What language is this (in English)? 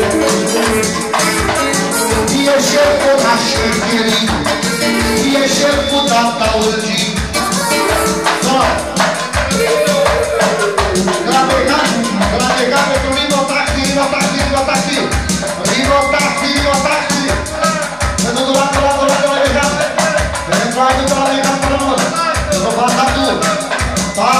Romanian